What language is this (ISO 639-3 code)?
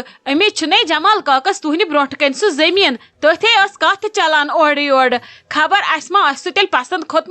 kas